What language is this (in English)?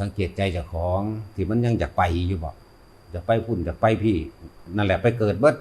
Northeastern Thai